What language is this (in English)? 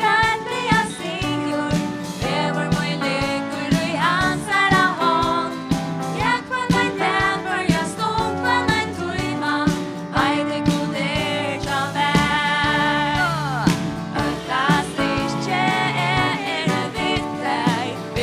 Faroese